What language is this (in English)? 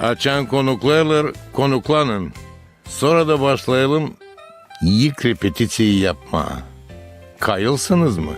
Gagauz